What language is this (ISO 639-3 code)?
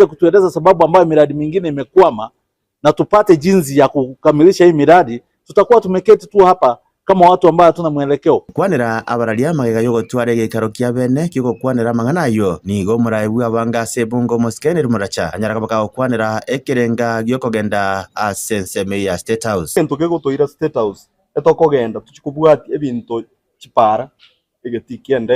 guz